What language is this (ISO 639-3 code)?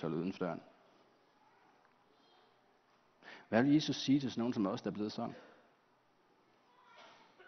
dan